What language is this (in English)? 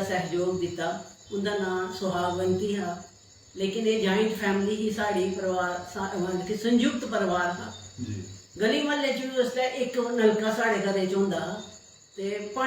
Dogri